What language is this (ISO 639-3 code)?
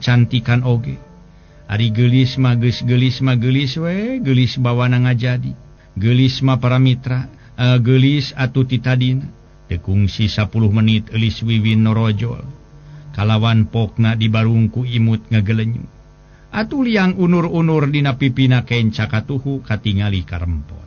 sun